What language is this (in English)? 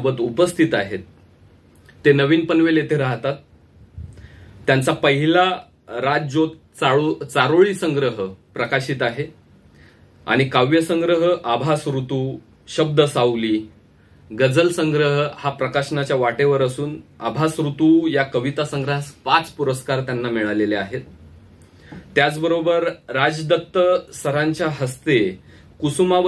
Marathi